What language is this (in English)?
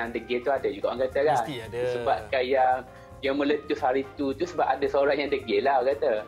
Malay